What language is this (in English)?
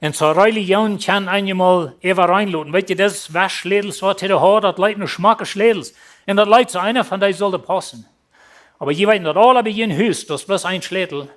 Plautdietsch